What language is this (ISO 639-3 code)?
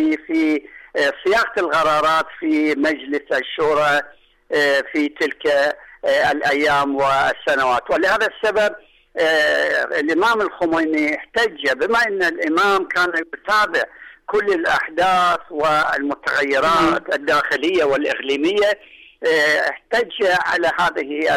ara